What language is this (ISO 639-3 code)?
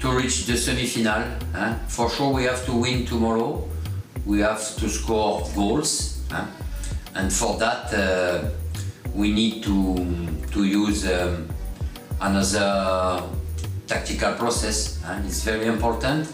tsn